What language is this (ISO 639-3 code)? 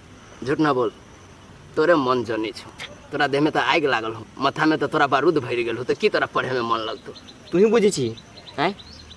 mai